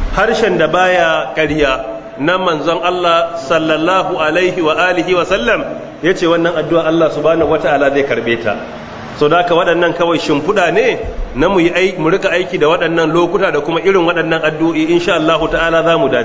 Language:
Hausa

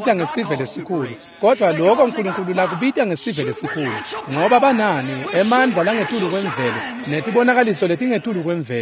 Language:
Swati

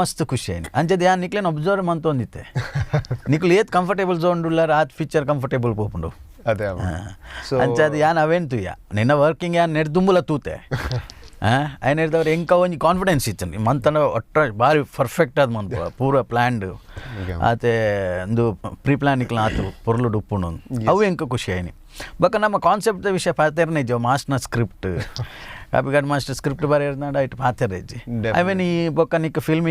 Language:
Tulu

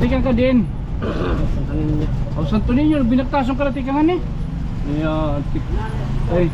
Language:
Waray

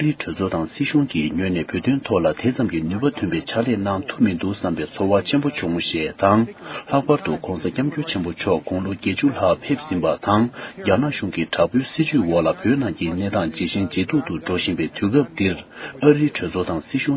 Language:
Tibetan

